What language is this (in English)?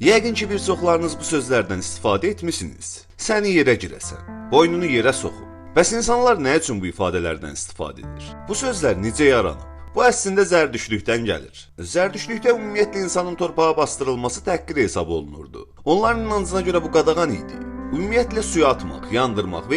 Azerbaijani